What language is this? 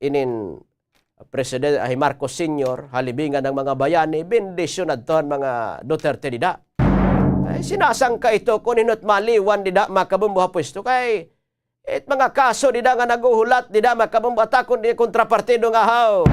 Waray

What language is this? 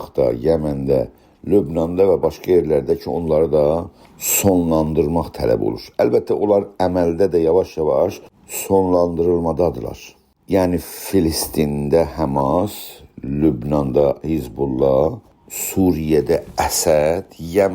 South Azerbaijani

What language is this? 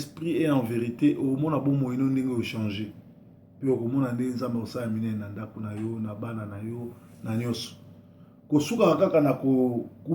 Lingala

